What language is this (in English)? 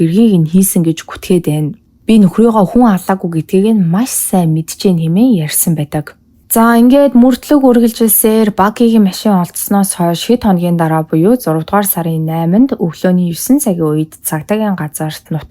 Mongolian